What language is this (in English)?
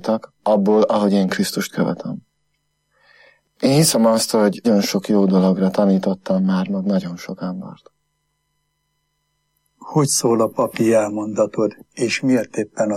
Hungarian